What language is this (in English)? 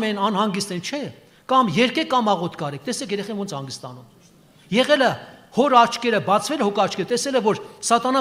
Armenian